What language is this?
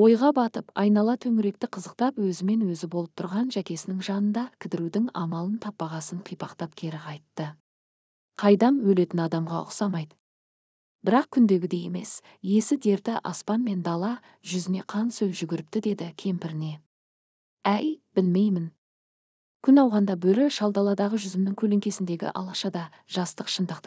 Kazakh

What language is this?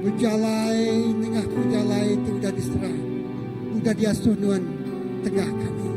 Iban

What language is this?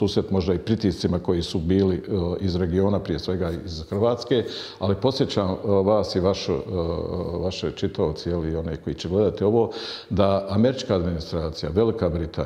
Bosnian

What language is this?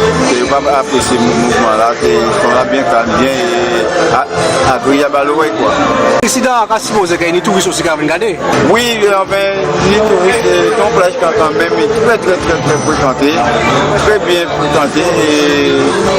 Guadeloupean Creole French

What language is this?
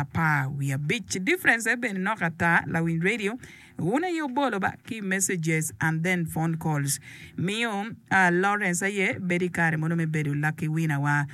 Acoli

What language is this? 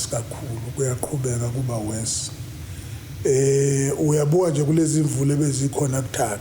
Zulu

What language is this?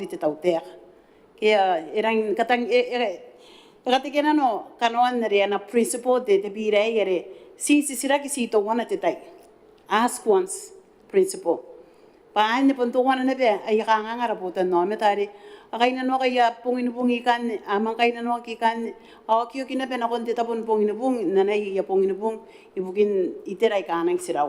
Gilbertese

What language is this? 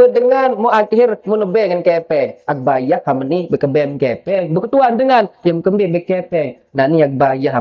Sasak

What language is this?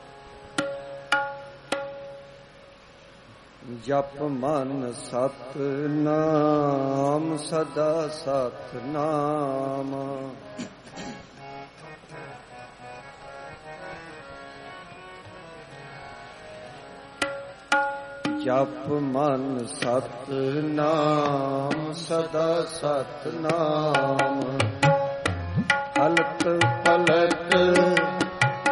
Punjabi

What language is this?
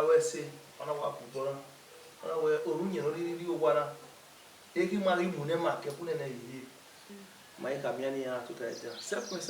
Bini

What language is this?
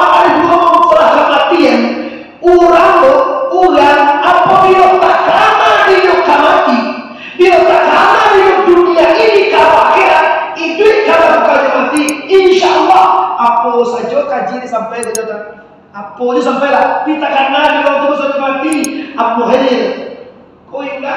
Minangkabau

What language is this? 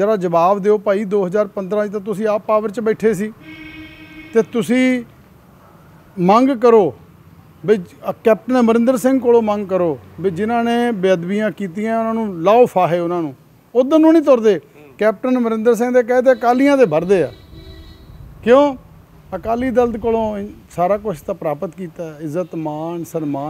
Punjabi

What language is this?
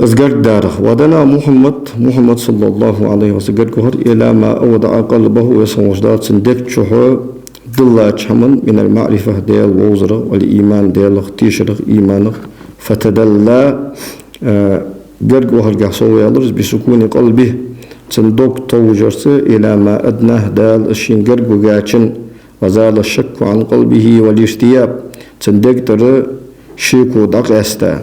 Ingush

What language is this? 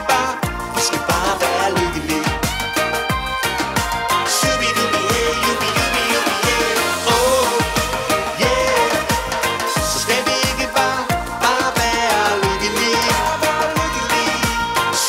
Danish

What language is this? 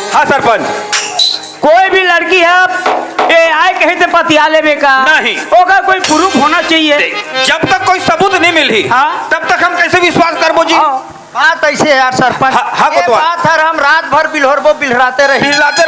Chhattisgarhi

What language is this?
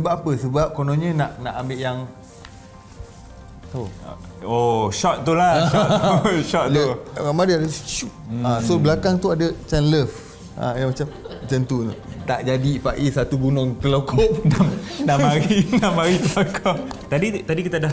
Malay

